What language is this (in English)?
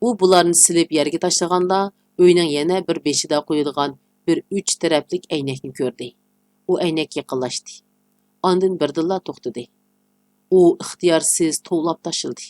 Uyghur